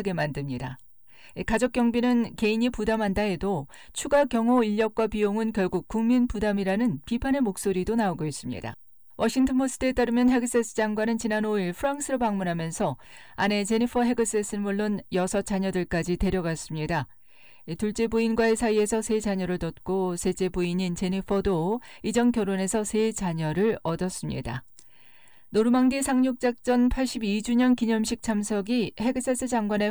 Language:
Korean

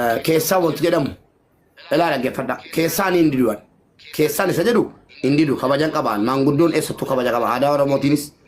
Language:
Oromo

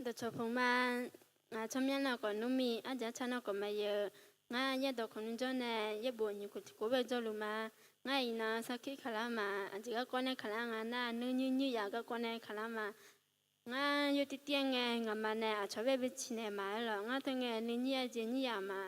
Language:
Akha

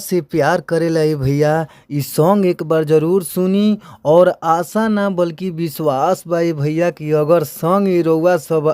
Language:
Bhojpuri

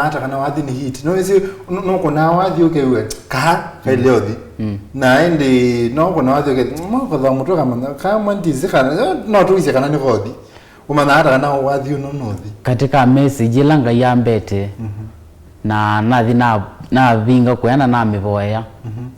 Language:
Kamba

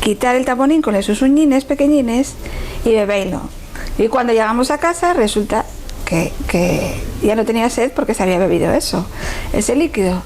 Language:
Asturian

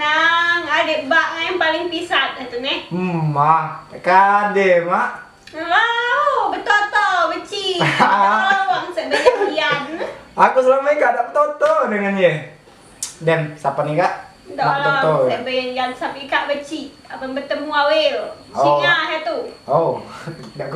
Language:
Musi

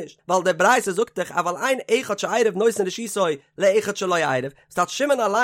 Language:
Yiddish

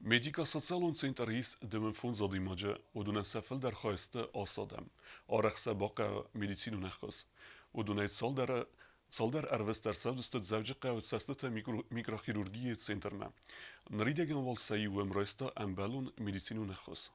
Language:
Ossetic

